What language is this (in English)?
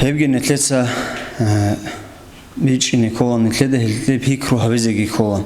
Avaric